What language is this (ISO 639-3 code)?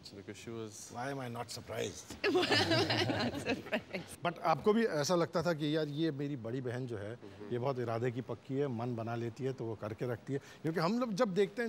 hin